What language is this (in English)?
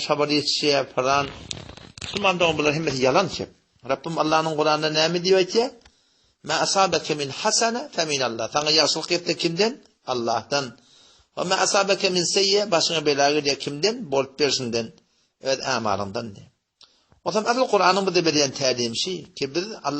Turkmen